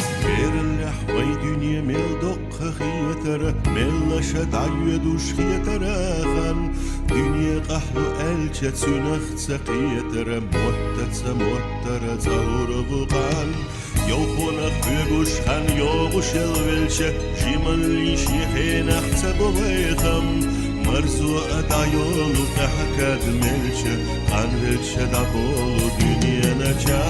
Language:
Chechen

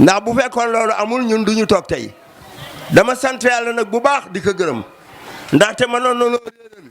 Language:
Wolof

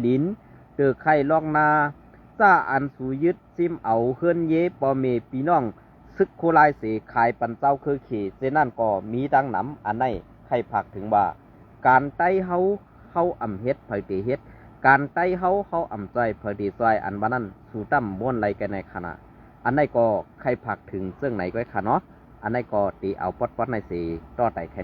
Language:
Shan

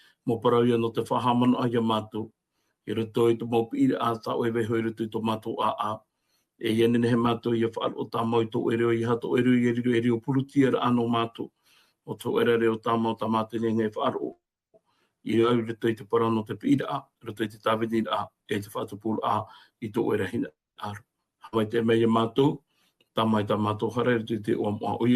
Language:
Tahitian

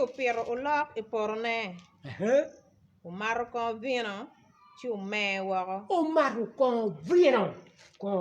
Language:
Acoli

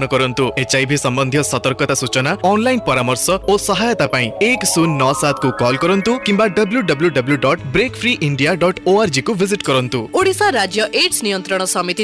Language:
Odia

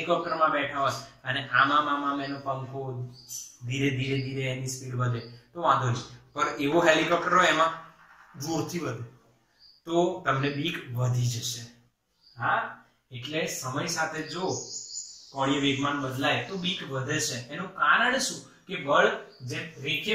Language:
Gujarati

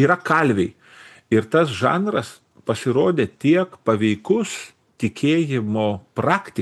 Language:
Lithuanian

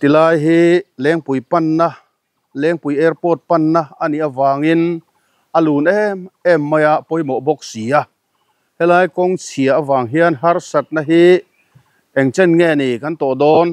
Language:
Mizo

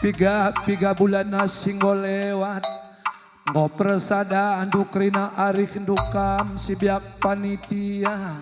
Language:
Batak Karo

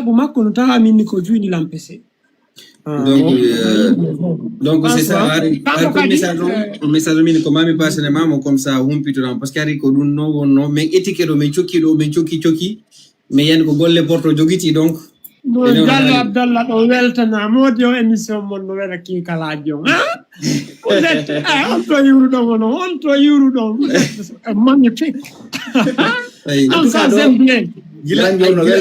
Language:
Fula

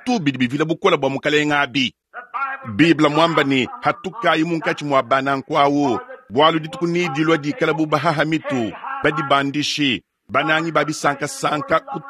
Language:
Luba-Lulua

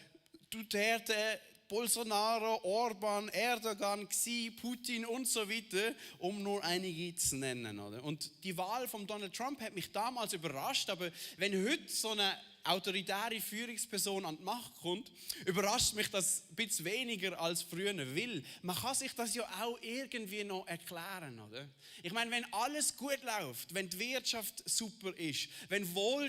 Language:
Swiss German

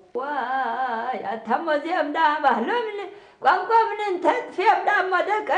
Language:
Tigrinya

